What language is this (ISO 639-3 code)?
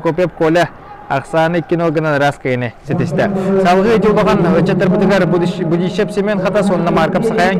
sah